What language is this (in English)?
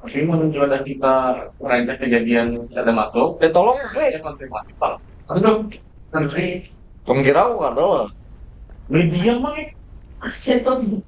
Banjar